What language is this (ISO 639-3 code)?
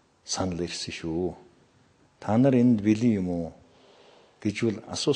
mon